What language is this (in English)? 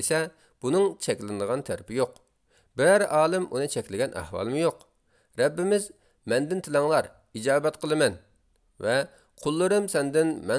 Uyghur